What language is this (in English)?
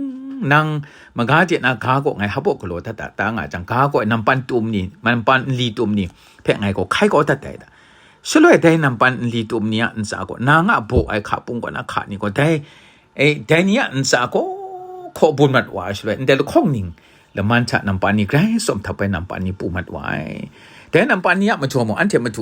Kachin